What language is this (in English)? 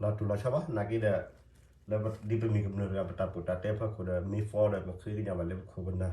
S'gaw Karen